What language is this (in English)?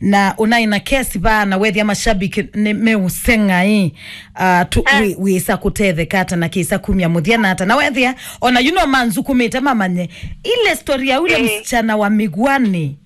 Kamba